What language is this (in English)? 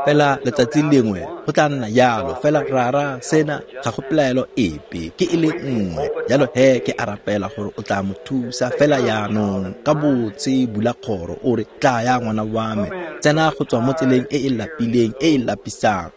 Tswana